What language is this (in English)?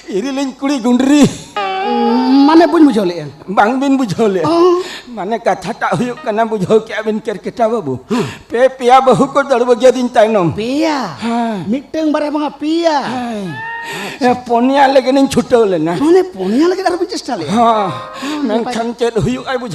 Santali